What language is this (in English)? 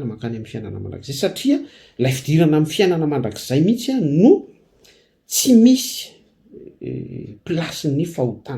Malagasy